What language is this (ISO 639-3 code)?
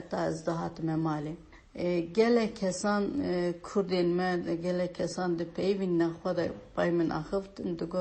kur